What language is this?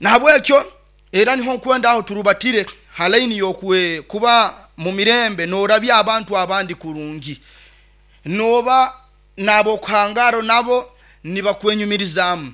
Nyoro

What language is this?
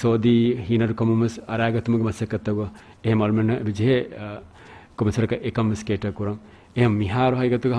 Divehi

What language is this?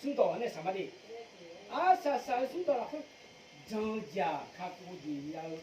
Akha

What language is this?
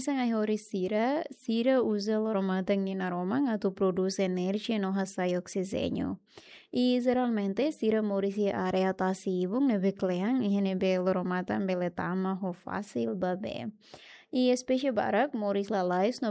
Tetum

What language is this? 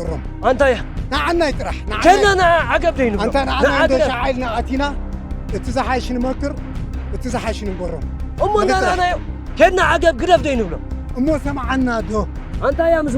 Tigrinya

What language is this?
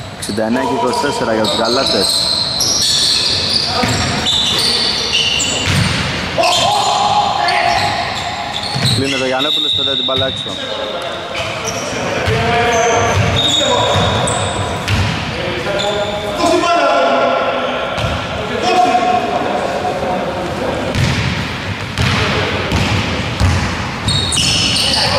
Greek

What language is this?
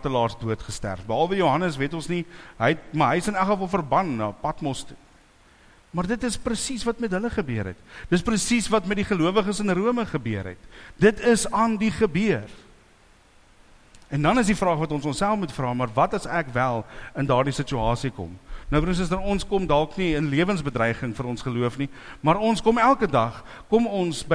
Afrikaans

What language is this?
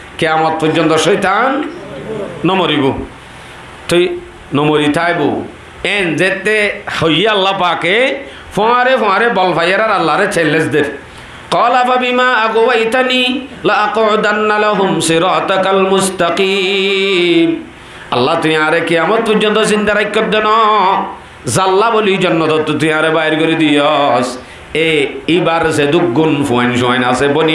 Rohingya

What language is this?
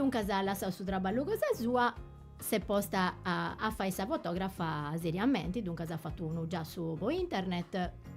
Sardinian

